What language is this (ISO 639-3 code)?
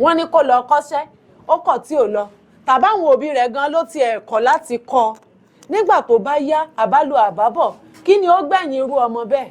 yor